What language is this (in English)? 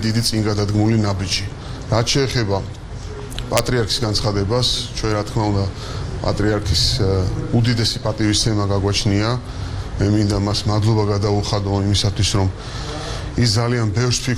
Georgian